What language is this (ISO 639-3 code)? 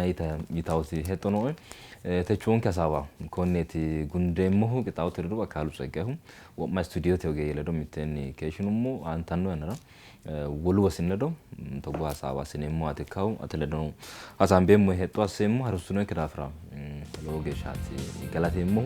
sid